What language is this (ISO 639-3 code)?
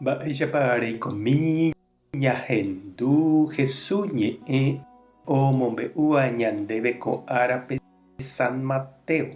grn